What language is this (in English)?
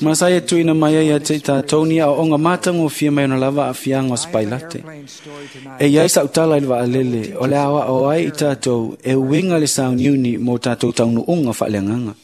Samoan